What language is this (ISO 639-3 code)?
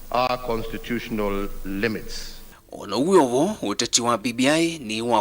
kam